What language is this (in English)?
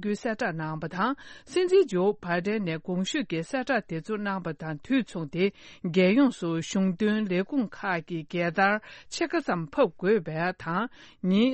Tibetan